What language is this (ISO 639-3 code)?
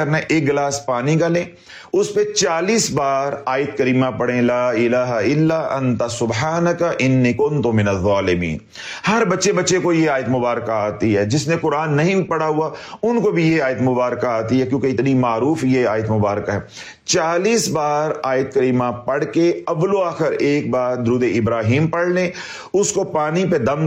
urd